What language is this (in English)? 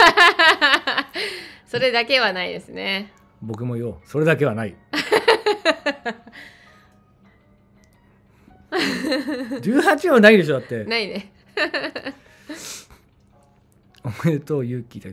Japanese